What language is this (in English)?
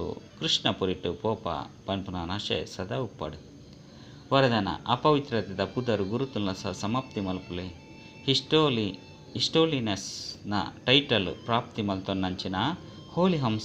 Tulu